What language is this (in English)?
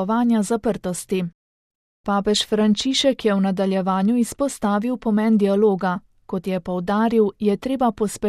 Slovenian